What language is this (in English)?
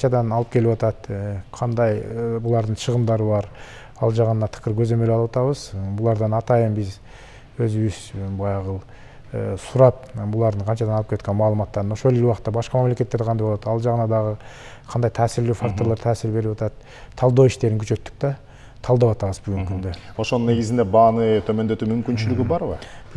Kyrgyz